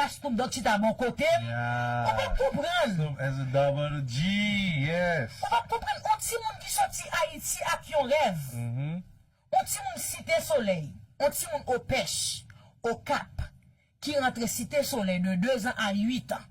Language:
Haitian Creole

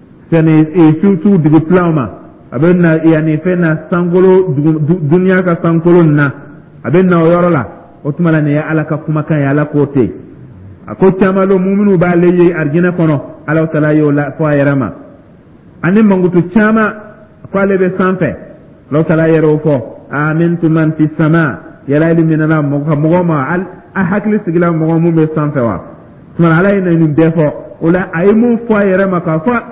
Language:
Dyula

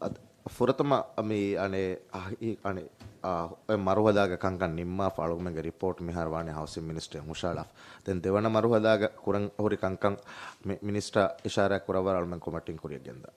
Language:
Divehi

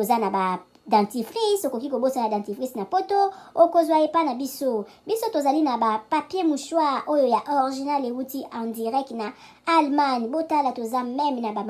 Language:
Lingala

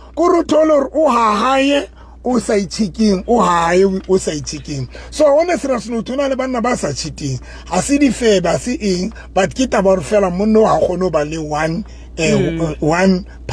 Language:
Southern Sotho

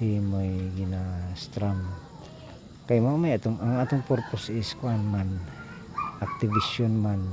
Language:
Cebuano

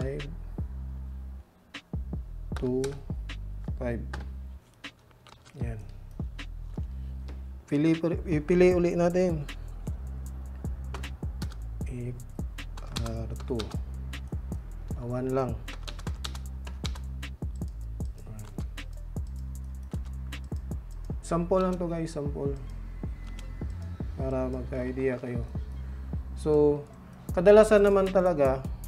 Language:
Filipino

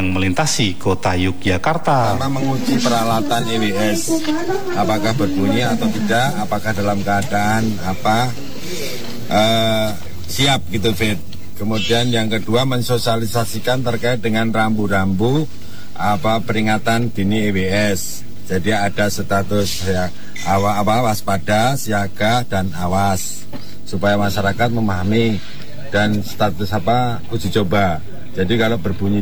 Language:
Indonesian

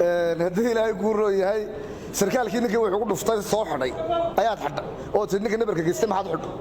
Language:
Somali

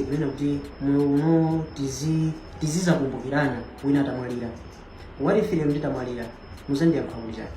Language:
Nyanja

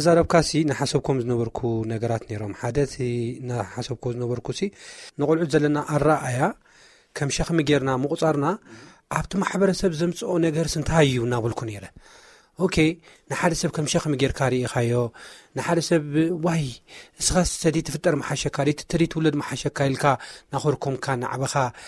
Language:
Tigrinya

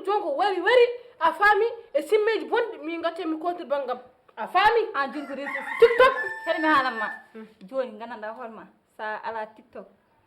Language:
Fula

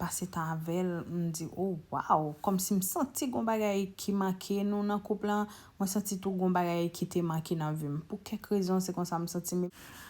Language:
Haitian Creole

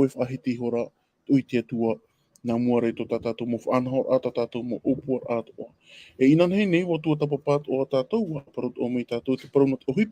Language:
Tahitian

